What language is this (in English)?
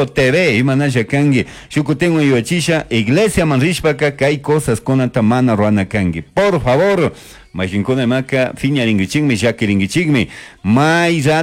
Chimborazo Highland Quichua